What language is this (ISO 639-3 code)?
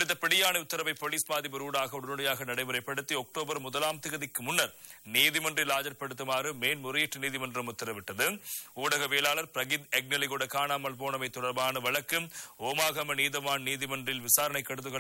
tam